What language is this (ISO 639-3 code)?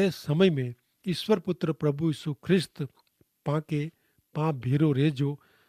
kfr